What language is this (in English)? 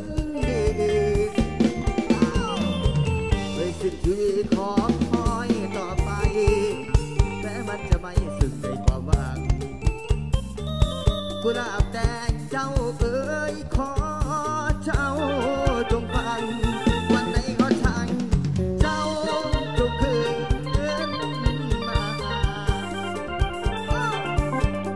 Thai